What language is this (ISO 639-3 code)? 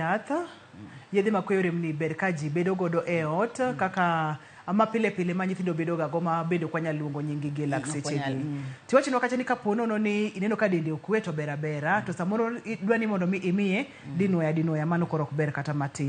luo